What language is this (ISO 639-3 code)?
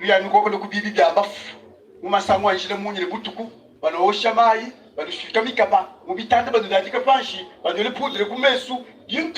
lua